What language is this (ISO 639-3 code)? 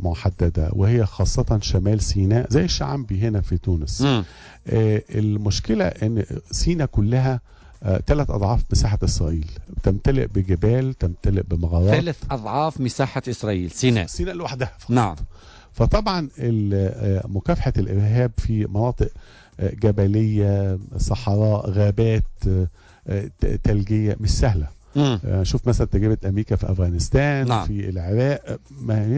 aeb